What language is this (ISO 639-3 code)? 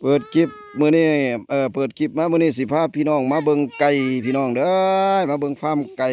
lao